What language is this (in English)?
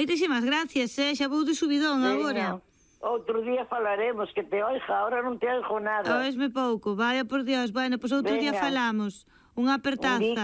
Galician